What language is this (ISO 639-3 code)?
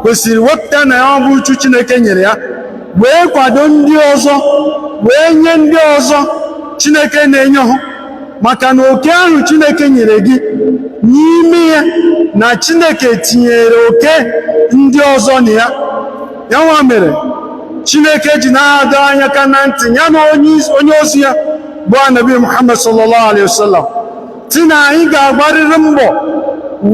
ibo